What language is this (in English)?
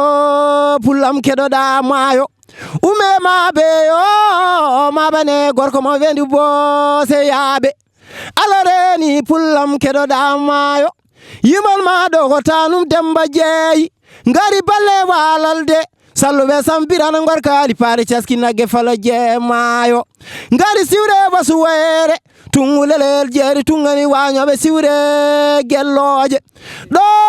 Fula